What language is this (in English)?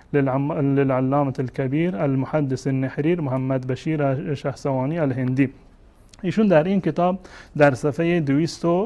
Persian